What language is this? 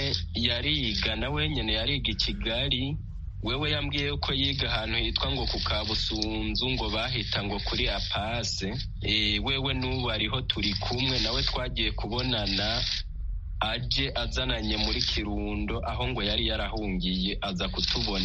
Kinyarwanda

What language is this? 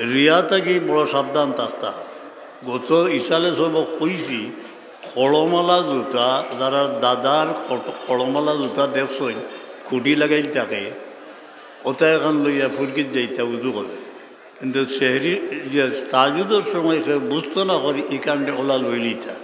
Sylheti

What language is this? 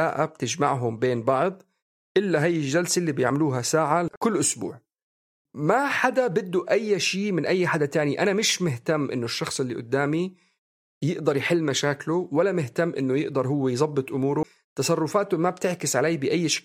North Levantine Arabic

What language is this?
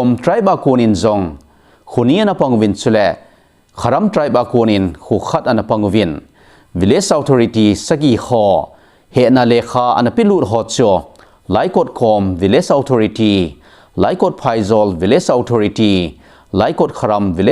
Thado Chin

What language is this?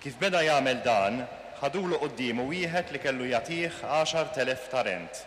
Maltese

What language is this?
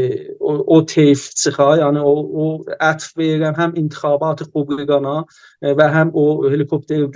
South Azerbaijani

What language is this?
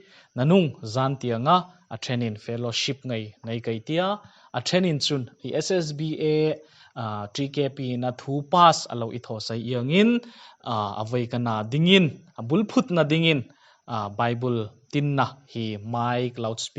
Hmar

